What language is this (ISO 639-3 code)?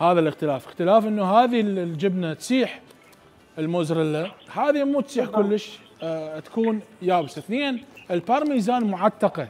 acm